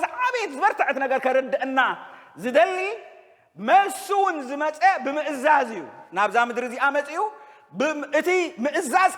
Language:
Tigrinya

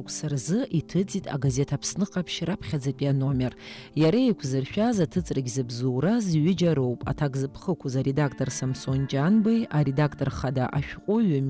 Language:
Abkhazian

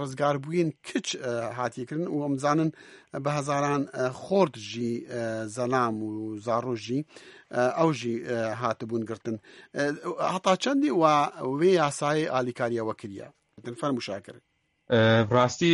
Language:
Kurdish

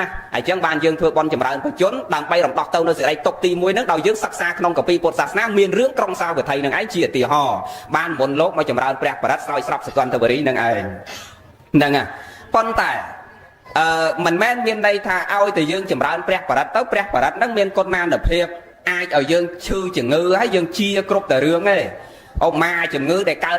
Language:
Khmer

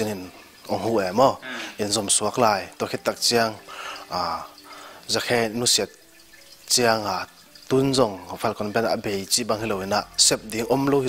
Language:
Tedim Chin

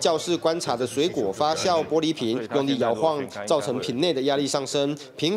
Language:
Chinese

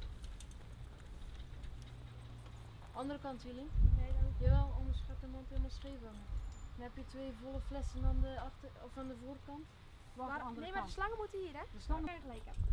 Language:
Dutch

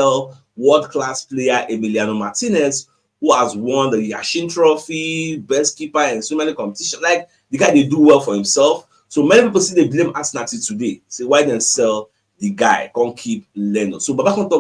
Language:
Nigerian Pidgin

